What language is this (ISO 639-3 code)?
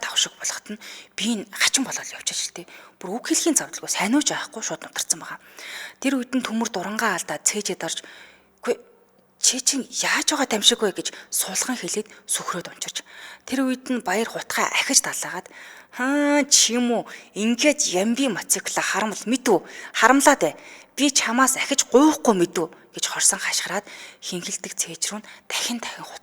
mon